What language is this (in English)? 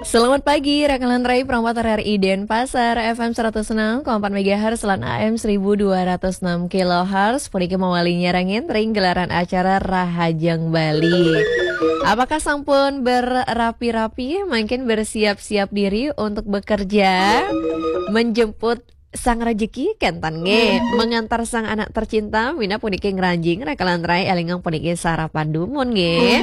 Balinese